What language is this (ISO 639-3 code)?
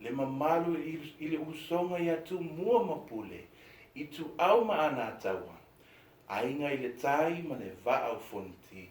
smo